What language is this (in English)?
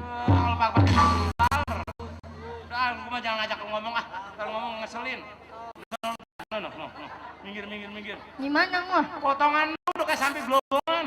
Betawi